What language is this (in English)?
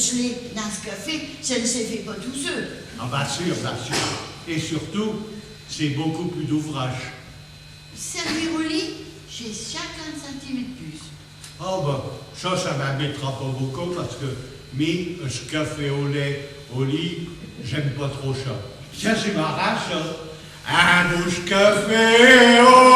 Picard